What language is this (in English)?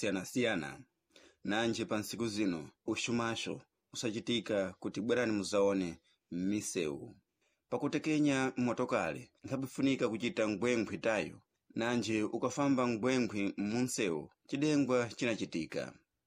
Sena